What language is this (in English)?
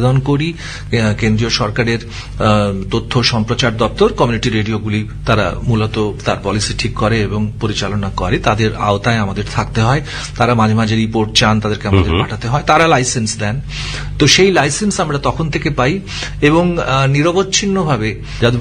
Bangla